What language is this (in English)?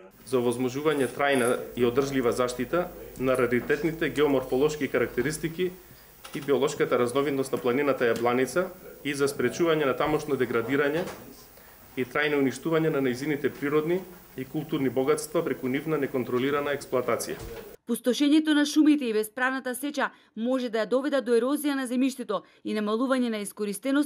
Macedonian